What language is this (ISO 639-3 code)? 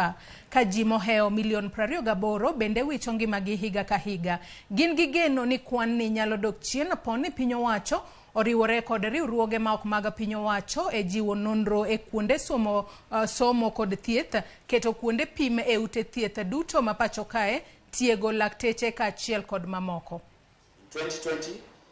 luo